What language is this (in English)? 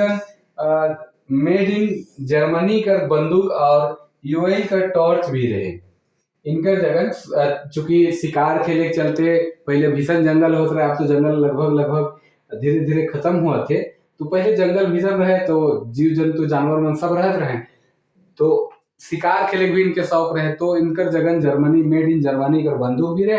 Sadri